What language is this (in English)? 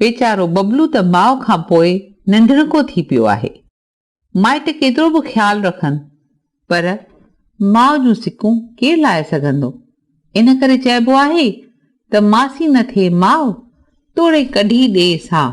Sindhi